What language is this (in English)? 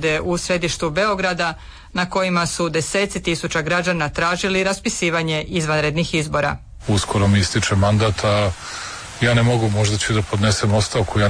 Croatian